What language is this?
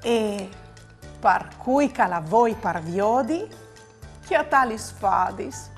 Friulian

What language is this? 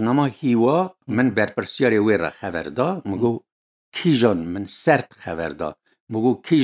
Kurdish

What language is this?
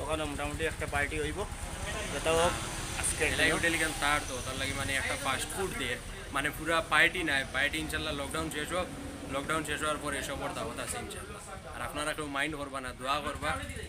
Sylheti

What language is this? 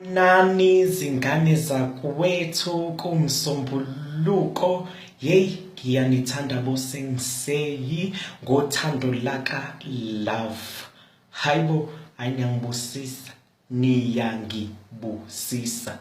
Zulu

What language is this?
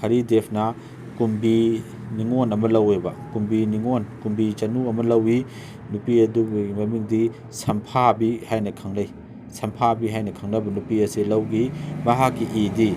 Manipuri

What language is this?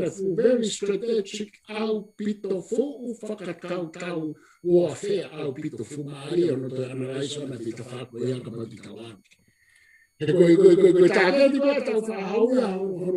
Tongan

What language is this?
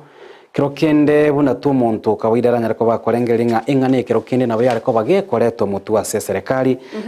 Gusii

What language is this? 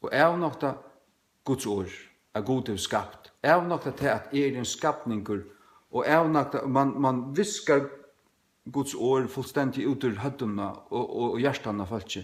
Faroese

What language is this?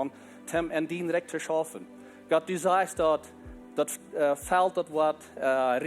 Plautdietsch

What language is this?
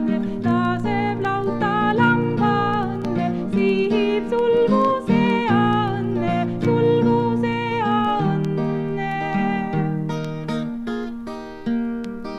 Estonian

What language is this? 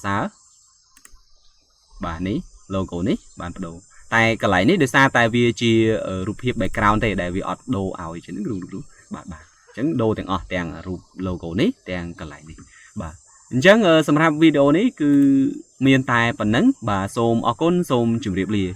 Khmer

